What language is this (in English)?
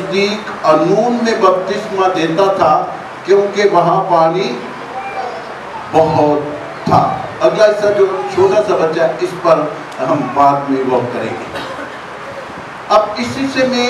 Urdu